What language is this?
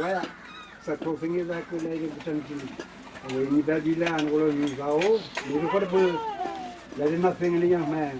Dehu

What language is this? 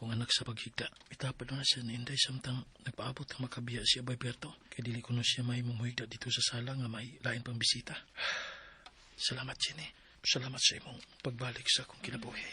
Cebuano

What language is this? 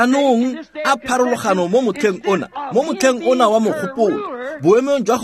Tswana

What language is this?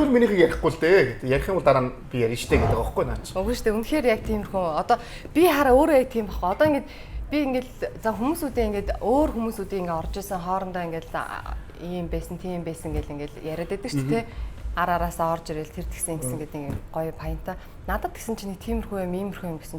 Mongolian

